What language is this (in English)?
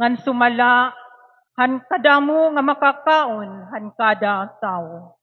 Waray